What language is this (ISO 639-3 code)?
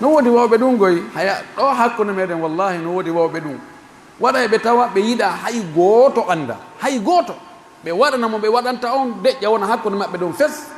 fuf